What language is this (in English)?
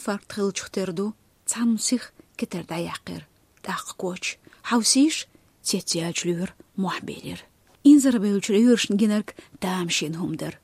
Chechen